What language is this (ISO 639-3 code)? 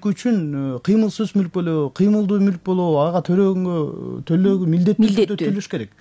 kir